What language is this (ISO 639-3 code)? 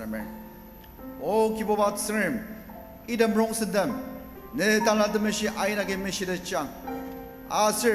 njo